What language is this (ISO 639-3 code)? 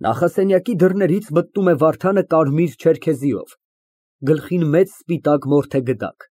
hye